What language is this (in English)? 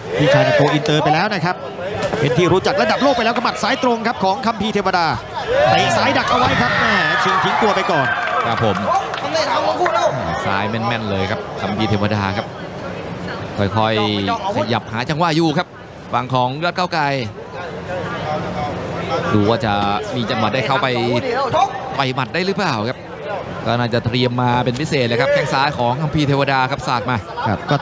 Thai